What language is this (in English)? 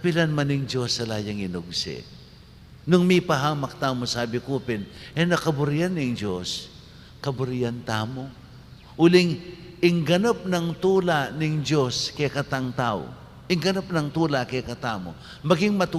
Pampanga